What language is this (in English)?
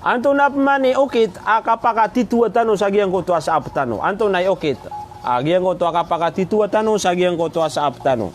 Maranao